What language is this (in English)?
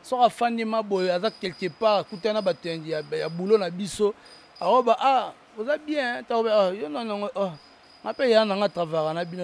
Lingala